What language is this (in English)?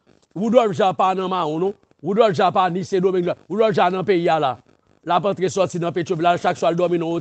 Haitian Creole